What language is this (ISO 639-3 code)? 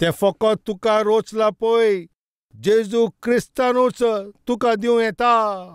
kok